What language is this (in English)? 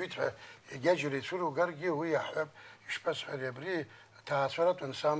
Abkhazian